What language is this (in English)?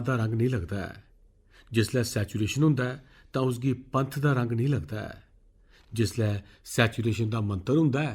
Dogri